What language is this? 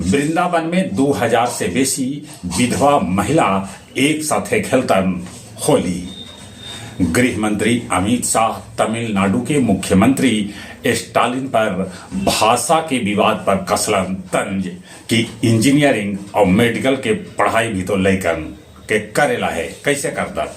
Magahi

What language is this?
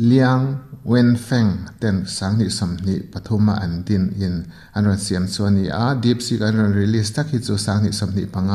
Mizo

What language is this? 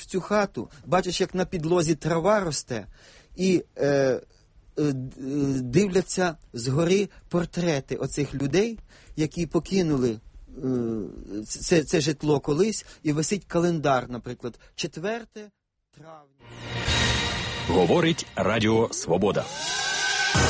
Ukrainian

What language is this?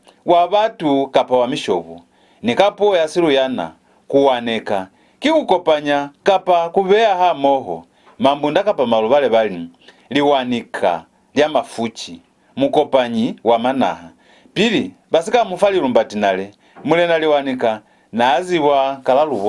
Lozi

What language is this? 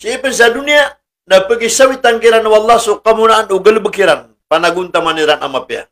Maranao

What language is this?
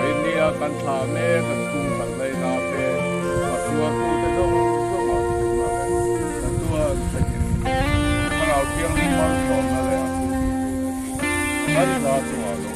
Mizo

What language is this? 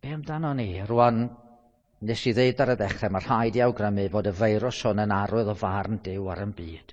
Welsh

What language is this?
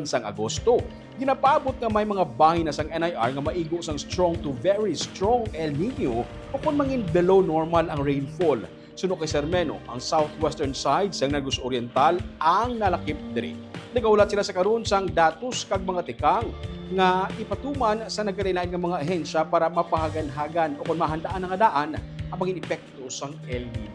Hiligaynon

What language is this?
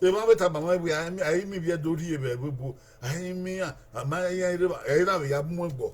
Bini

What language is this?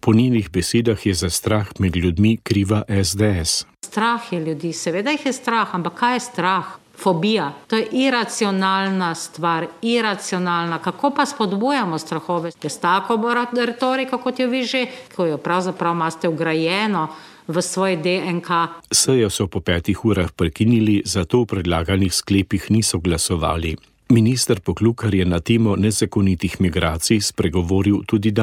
Slovenian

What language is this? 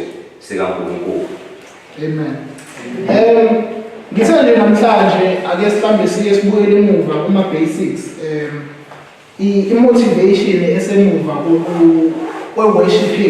Zulu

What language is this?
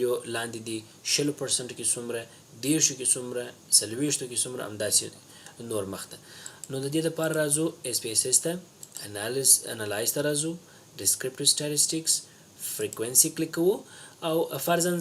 Pashto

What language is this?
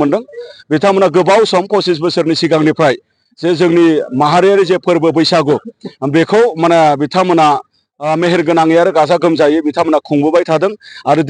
Bodo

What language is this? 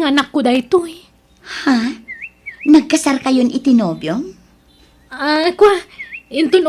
Iloko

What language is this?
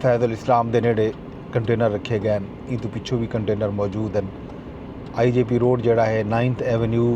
Saraiki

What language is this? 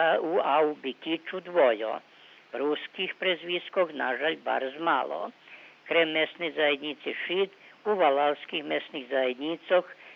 Rusyn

